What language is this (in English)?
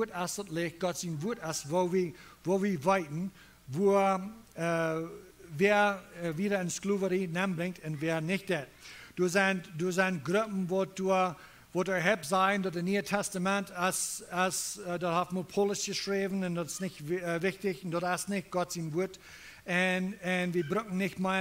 Plautdietsch